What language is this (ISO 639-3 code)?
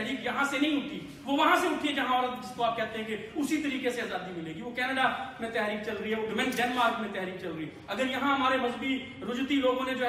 urd